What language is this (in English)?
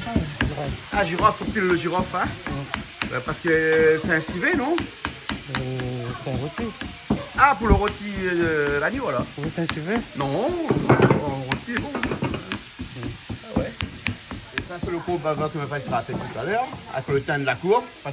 Réunion Creole French